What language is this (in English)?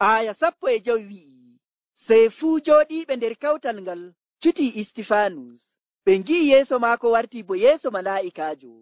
Nigerian Fulfulde